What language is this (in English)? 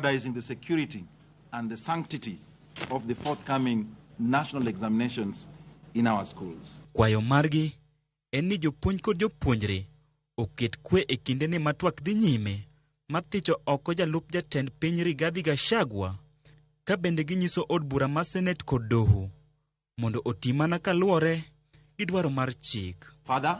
Luo (Kenya and Tanzania)